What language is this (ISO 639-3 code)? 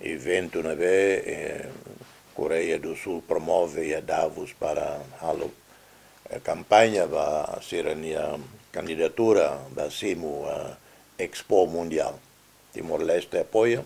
tet